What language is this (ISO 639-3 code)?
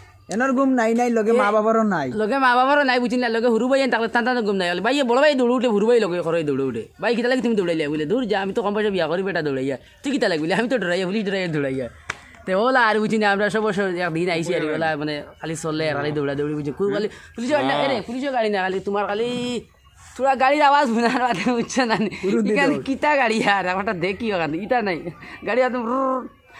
syl